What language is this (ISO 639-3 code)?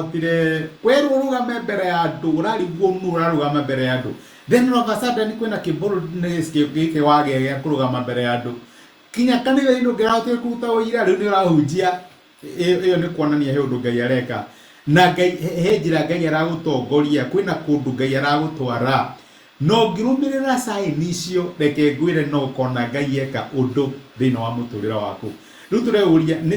kik